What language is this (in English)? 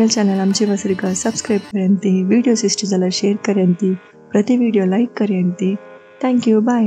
Konkani